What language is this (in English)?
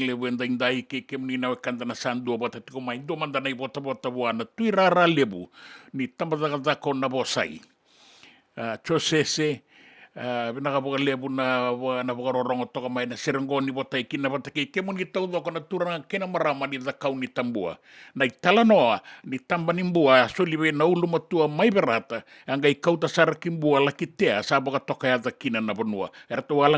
Fijian